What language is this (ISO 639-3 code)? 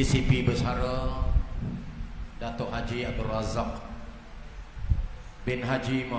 msa